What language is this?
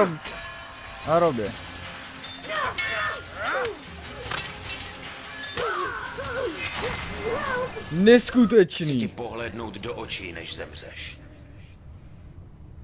Czech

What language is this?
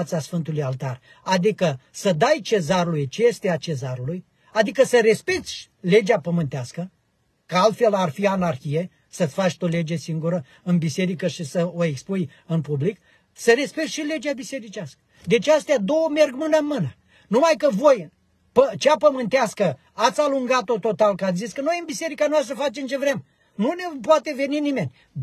Romanian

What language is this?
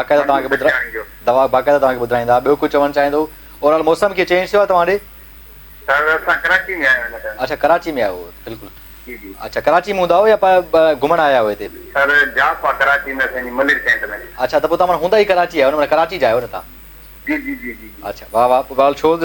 Sindhi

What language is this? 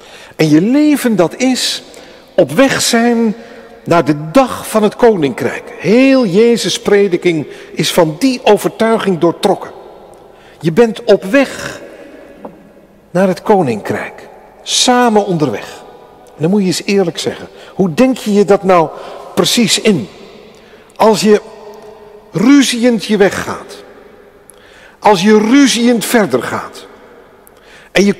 Dutch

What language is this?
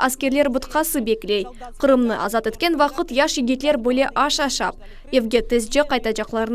Crimean Tatar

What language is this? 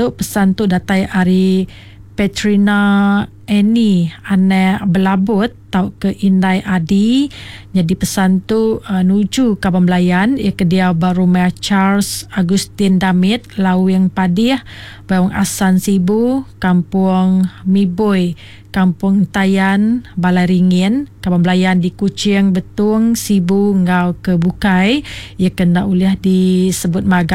Iban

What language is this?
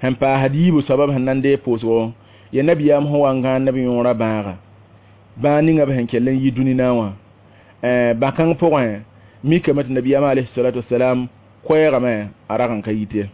Mossi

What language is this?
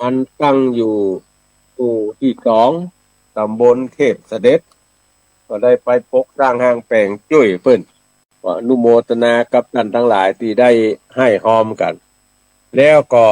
Northern Thai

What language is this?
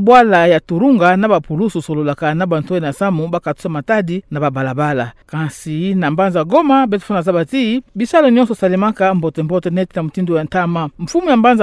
Kituba (Democratic Republic of Congo)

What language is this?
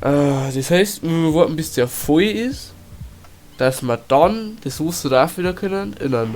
Bavarian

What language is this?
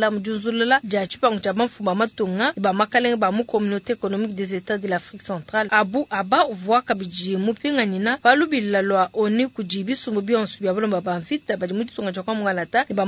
Luba-Lulua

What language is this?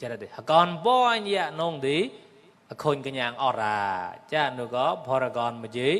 Mon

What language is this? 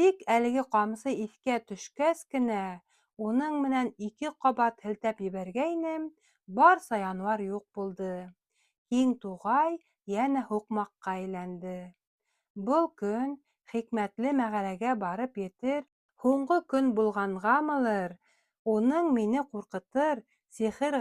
Bashkir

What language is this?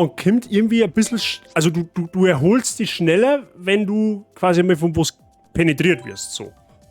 Bavarian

